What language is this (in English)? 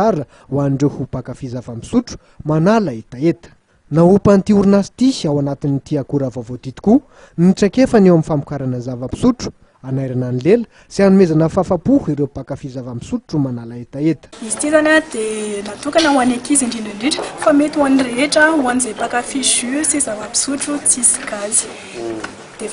Malagasy